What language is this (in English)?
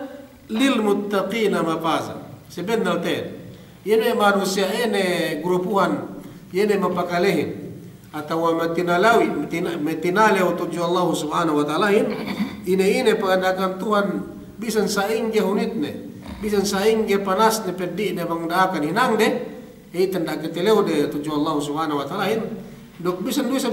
Yakan